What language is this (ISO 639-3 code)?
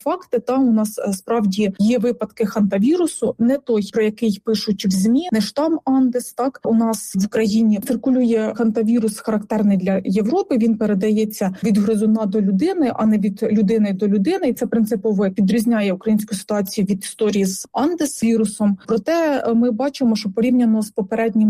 ukr